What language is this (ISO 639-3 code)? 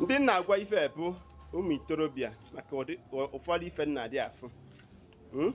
ibo